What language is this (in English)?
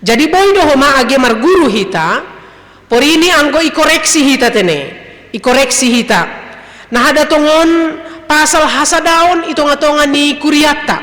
Batak Simalungun